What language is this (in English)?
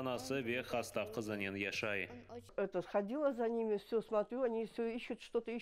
Crimean Tatar